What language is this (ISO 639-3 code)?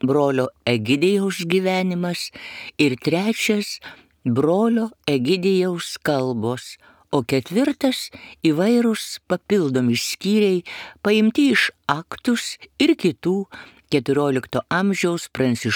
lit